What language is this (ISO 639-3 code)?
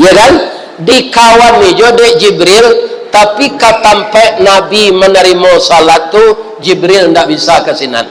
min